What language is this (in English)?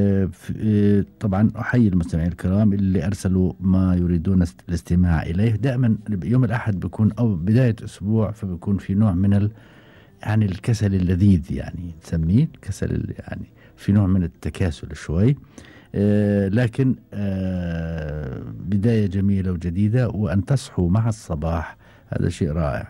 Gulf Arabic